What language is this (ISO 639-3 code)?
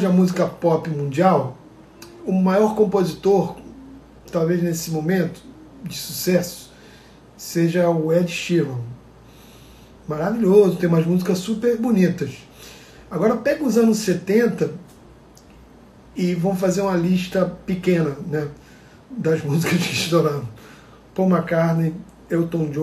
por